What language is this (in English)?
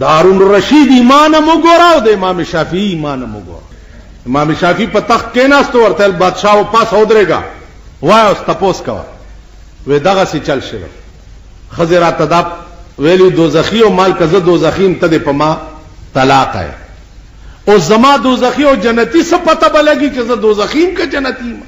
Pashto